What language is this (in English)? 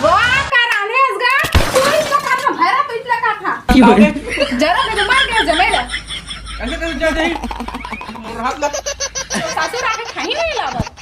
Chhattisgarhi